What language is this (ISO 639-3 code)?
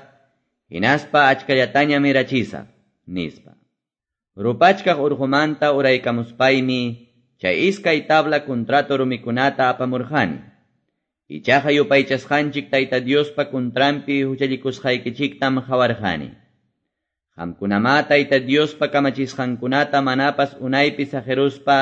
que